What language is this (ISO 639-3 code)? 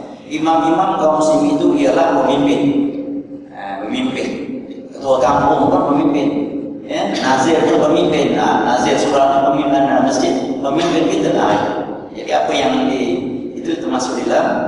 msa